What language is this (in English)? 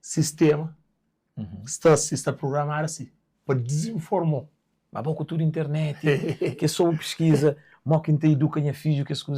Kabuverdianu